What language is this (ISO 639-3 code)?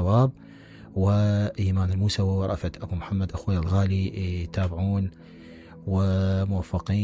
acm